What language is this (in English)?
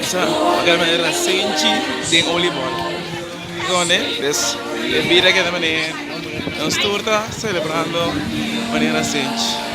Papiamento